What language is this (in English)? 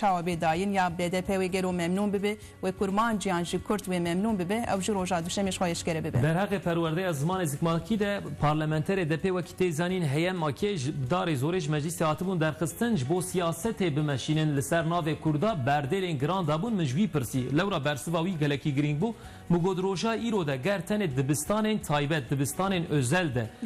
Kurdish